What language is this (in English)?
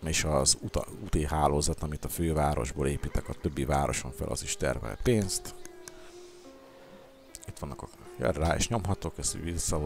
Hungarian